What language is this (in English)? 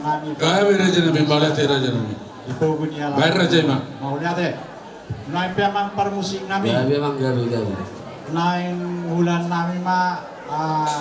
Batak Toba